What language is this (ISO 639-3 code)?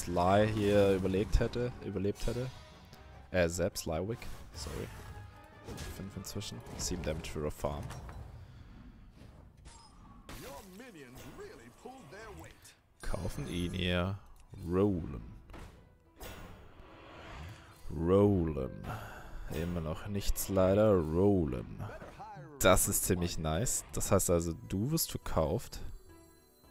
deu